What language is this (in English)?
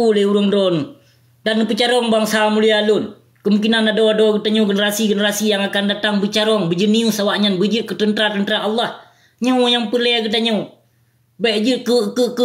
Achinese